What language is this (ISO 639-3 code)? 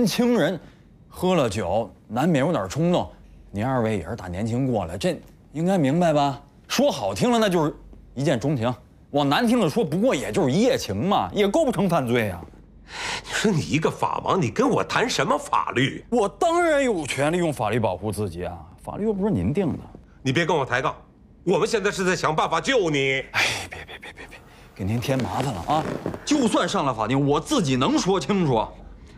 zho